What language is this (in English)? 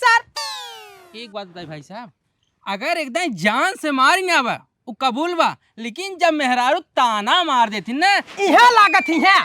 Awadhi